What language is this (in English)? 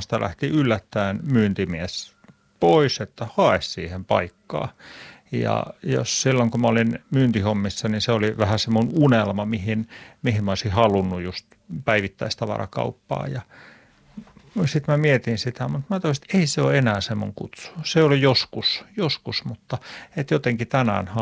Finnish